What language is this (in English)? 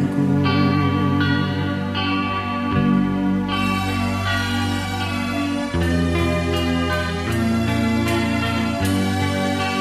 Malay